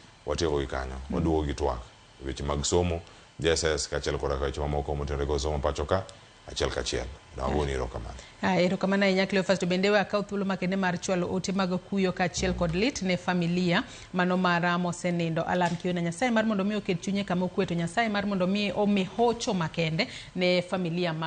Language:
Luo (Kenya and Tanzania)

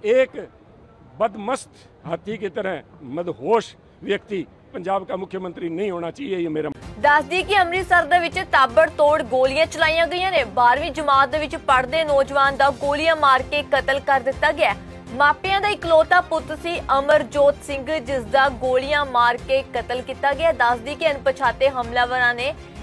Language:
Punjabi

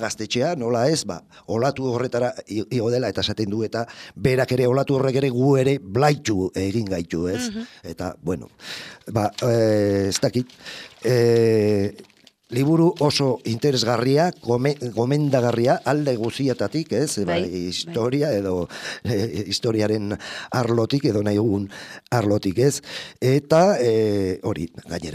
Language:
Basque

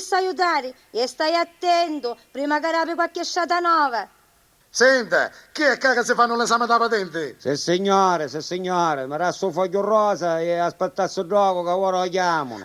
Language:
Sicilian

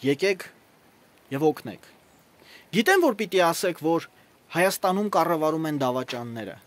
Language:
Armenian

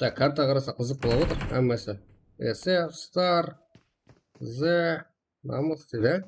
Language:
Kara-Kalpak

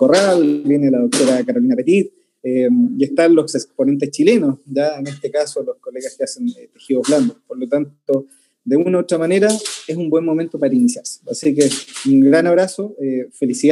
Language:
Spanish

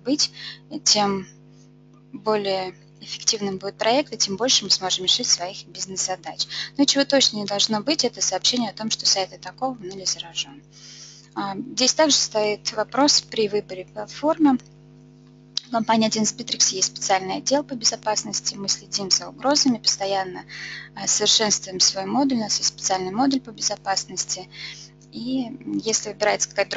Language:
Russian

